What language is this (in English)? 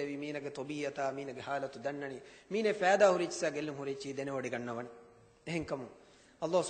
Divehi